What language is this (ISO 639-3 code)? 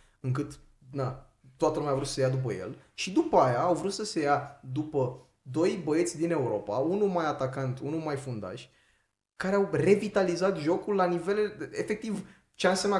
ron